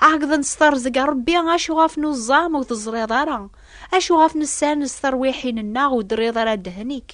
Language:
Kabyle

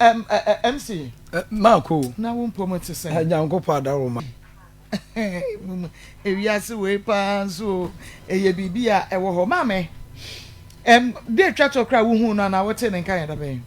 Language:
Akan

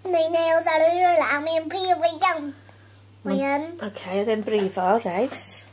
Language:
Welsh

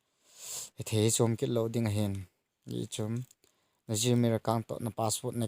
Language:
Thado Chin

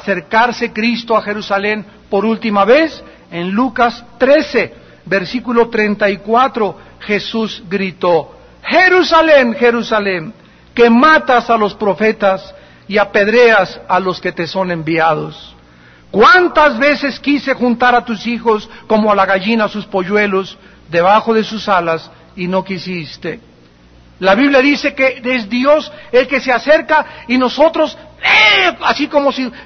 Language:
Spanish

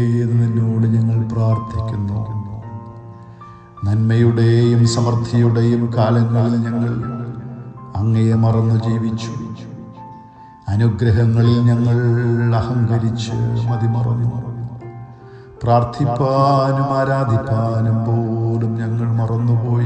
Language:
Malayalam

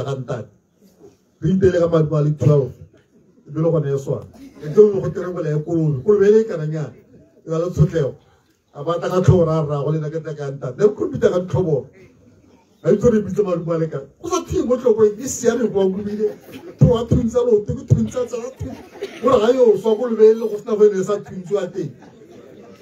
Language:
Tswana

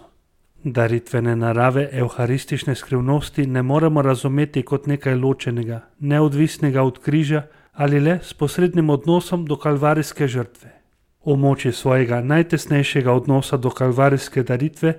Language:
Slovenian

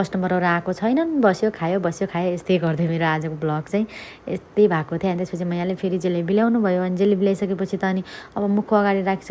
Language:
Nepali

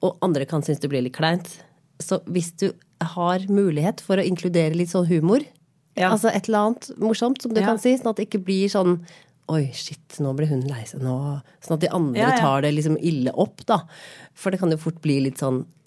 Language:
Norwegian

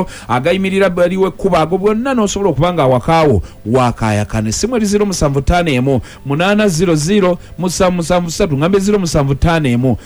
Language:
Ganda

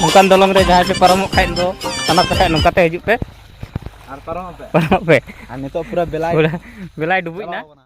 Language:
Santali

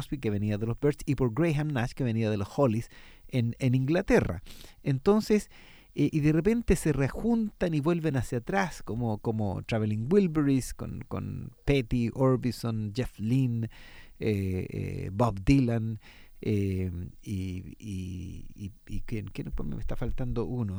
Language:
Spanish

